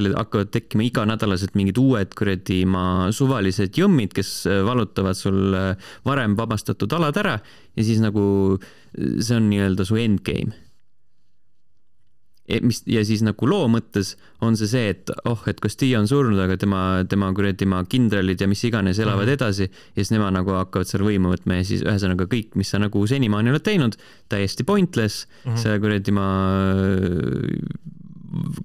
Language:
Estonian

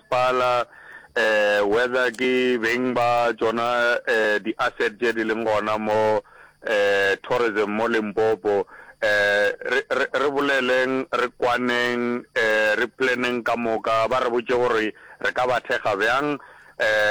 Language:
Northern Sotho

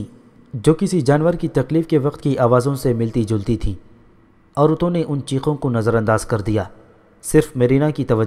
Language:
Urdu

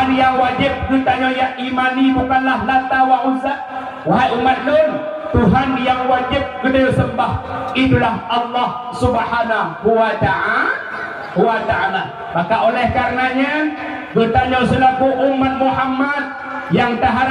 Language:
Achinese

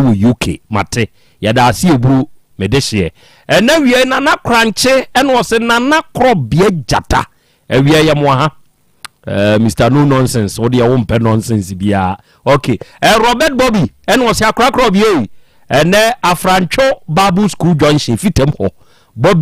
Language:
Akan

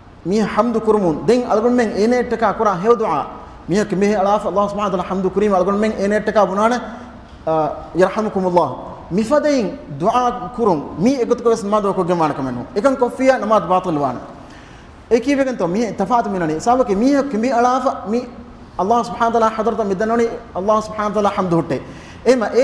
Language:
Divehi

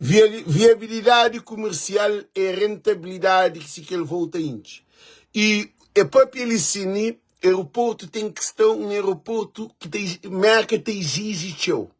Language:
Kabuverdianu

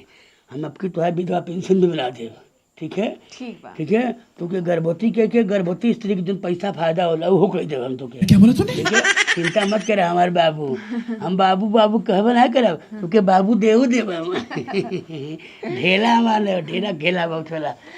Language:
Bhojpuri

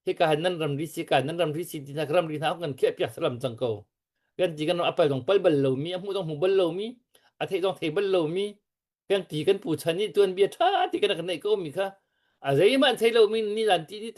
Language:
Hakha Chin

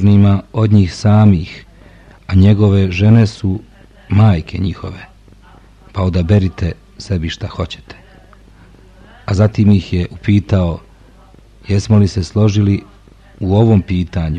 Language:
Bosnian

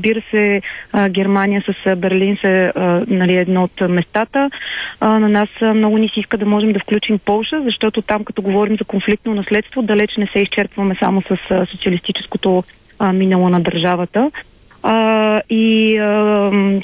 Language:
Bulgarian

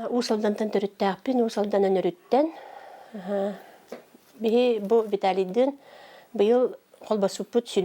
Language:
Yakut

